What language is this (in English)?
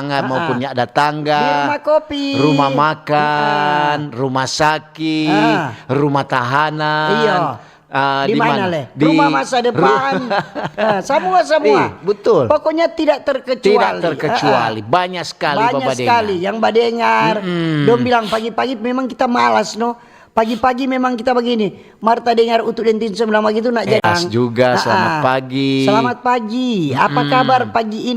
Manado Malay